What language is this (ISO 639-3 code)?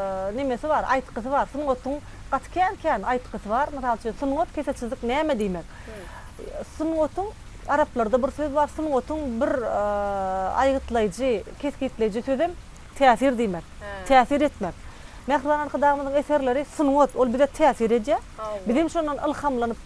tuk